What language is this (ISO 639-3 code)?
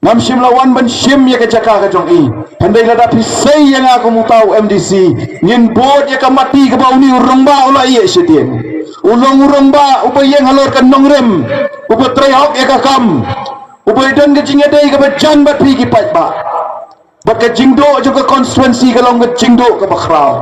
kha